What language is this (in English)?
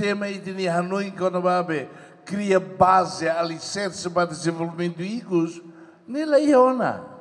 Tetum